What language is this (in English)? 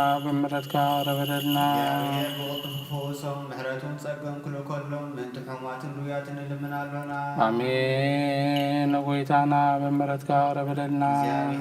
Tigrinya